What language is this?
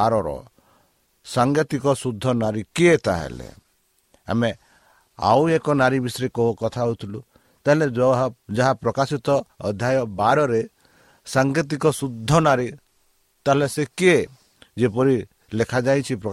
Odia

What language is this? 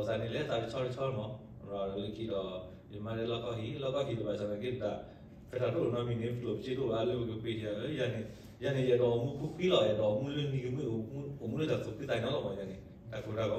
S'gaw Karen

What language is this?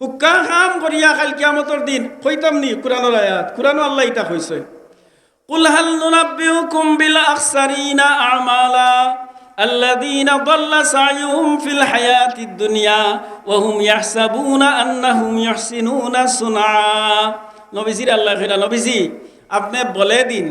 Sylheti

